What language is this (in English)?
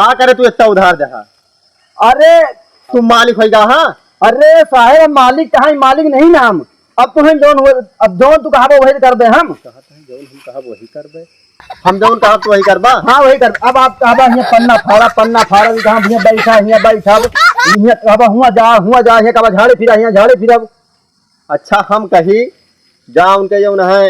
Awadhi